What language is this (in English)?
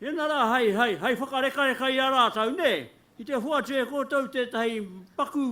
Māori